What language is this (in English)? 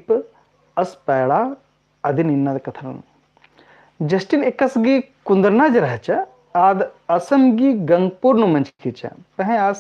Kurukh